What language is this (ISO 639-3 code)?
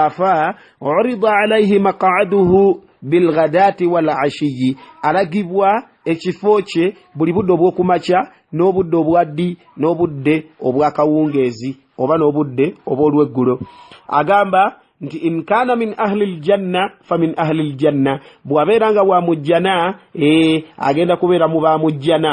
lug